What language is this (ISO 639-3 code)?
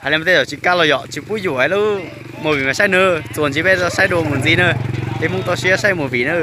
hmn